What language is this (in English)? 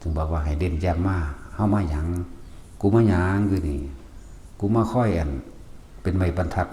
Northeastern Thai